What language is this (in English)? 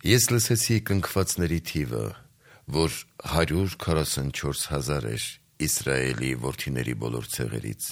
Armenian